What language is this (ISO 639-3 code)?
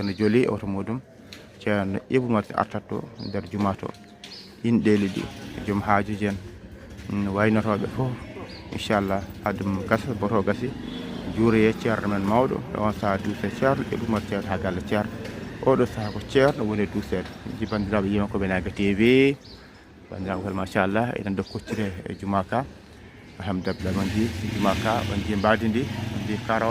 ful